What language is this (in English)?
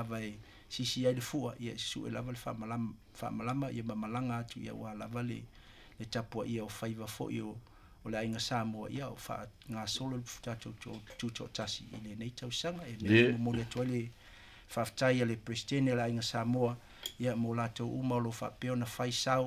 Samoan